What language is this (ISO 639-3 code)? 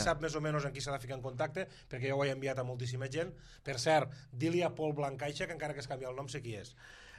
cat